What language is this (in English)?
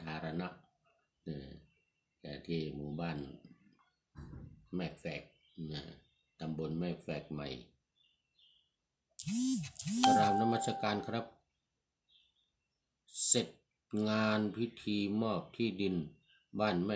Thai